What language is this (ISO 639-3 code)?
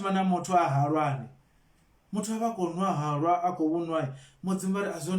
ven